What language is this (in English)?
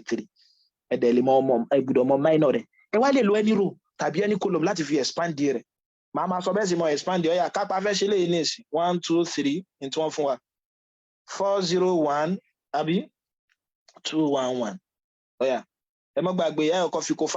Yoruba